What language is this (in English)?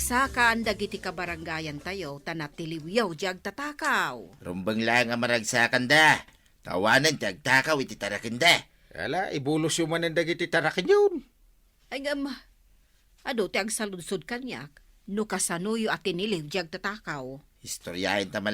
Iloko